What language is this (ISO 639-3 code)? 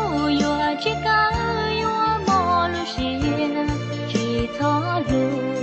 hmn